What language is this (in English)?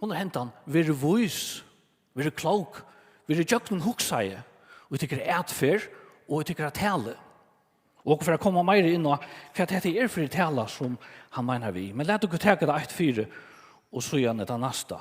Faroese